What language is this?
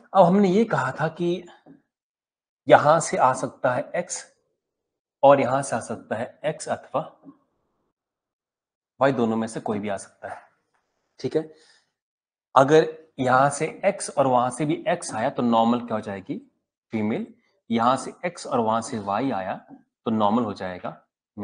Hindi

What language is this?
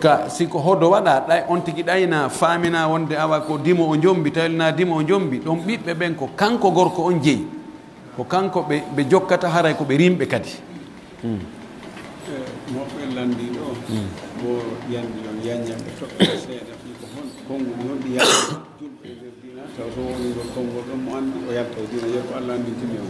Pular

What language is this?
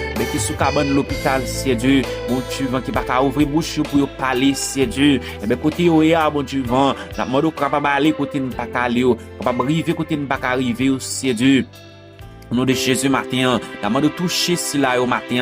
Haitian Creole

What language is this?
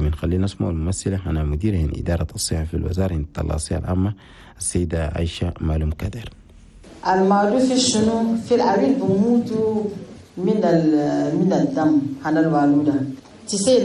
Chadian Arabic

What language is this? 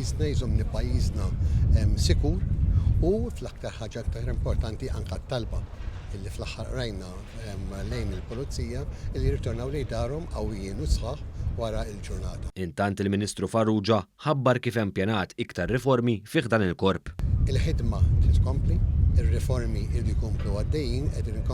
Maltese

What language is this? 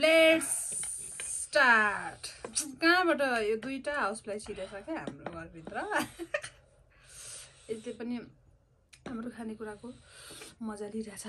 Nepali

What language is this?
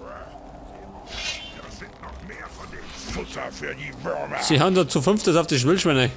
Bavarian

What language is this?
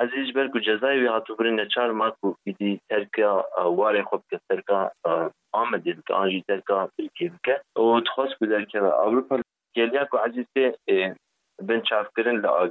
Kurdish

